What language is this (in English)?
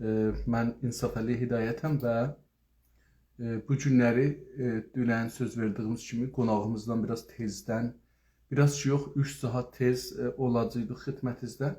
South Azerbaijani